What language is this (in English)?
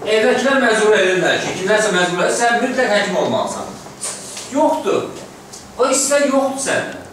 Azerbaijani